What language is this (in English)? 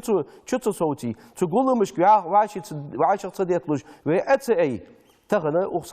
Ingush